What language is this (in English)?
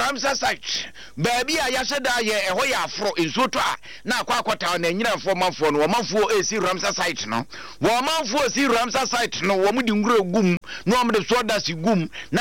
Akan